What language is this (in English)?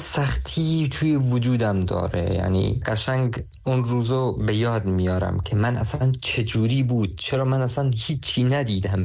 Persian